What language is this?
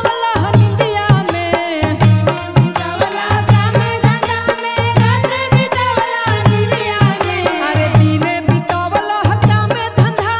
Bhojpuri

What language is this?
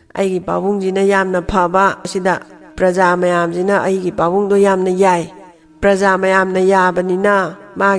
Manipuri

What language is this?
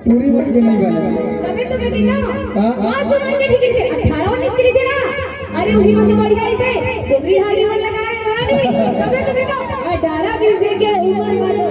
Chhattisgarhi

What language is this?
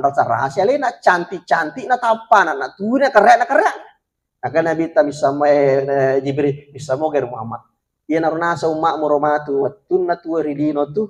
Buginese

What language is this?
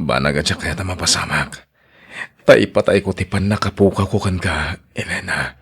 Iloko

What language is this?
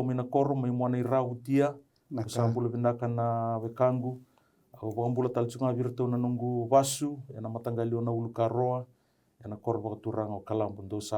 Fijian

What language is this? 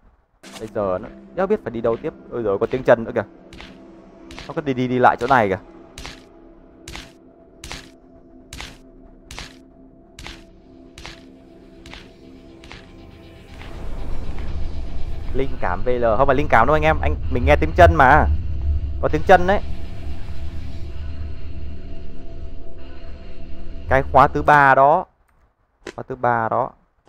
Vietnamese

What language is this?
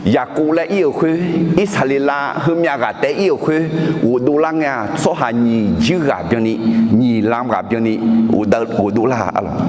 Akha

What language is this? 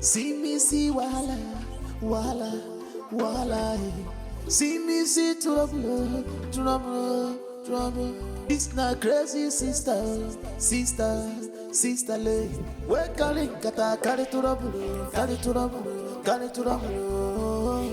Nigerian Pidgin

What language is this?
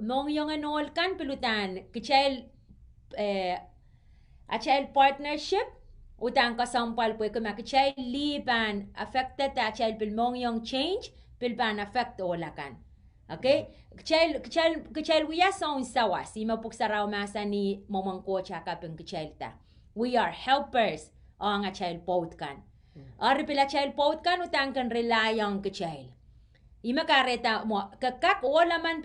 Pohnpeian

